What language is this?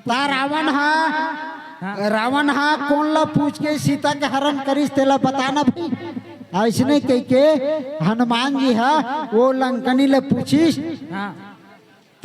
Chhattisgarhi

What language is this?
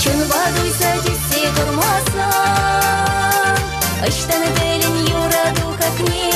Chuvash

